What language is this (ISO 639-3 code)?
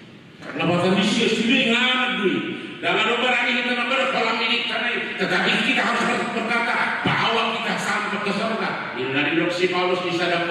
bbc